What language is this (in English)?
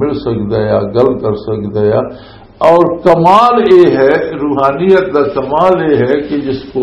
Western Panjabi